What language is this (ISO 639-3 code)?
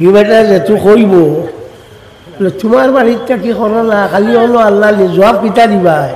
syl